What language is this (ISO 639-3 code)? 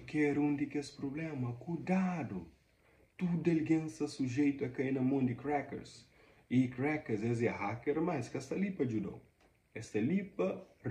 kea